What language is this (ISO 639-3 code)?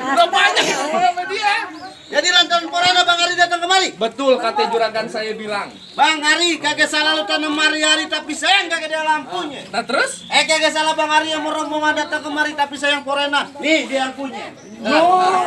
bew